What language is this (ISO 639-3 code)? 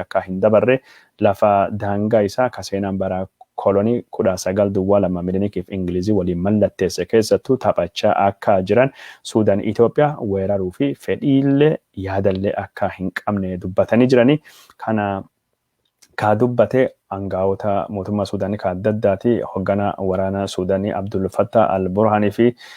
orm